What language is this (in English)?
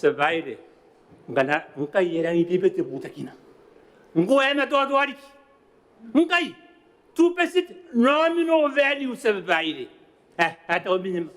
Gilbertese